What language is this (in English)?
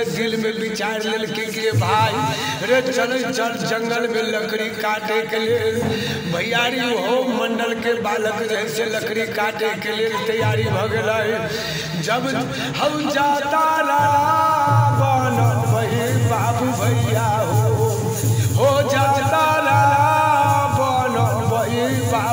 Bhojpuri